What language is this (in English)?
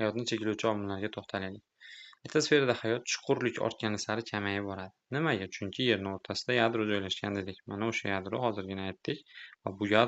Uzbek